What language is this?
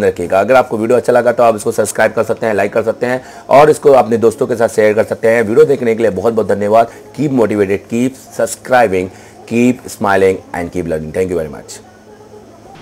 Hindi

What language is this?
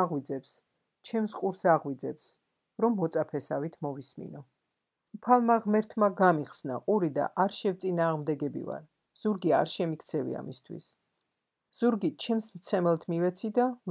Georgian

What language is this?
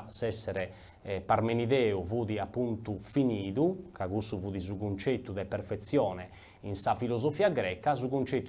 Sardinian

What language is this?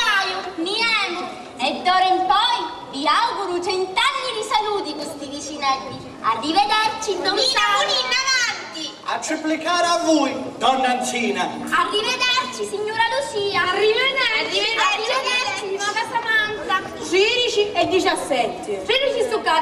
Sicilian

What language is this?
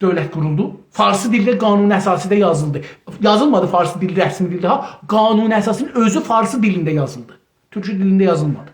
South Azerbaijani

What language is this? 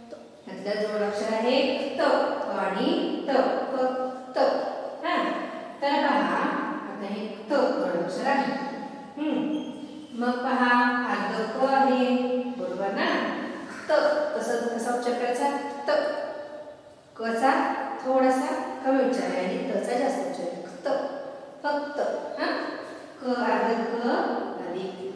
Marathi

